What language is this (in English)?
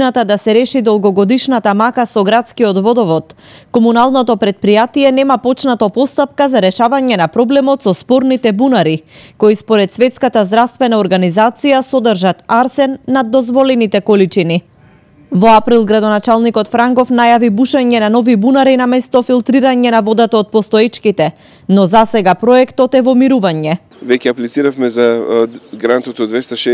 Macedonian